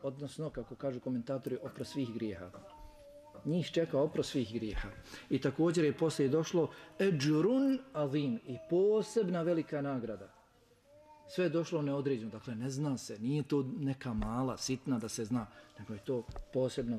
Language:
Bosnian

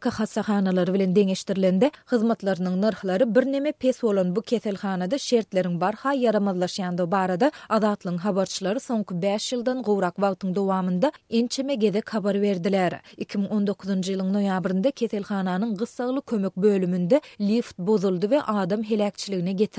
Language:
Turkmen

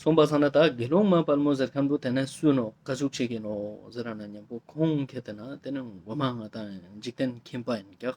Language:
Ladakhi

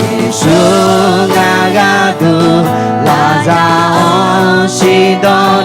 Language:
Akha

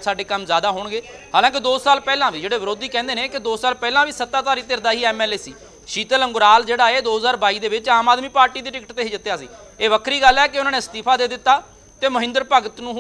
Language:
Punjabi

